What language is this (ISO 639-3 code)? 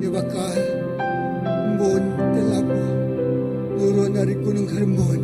iba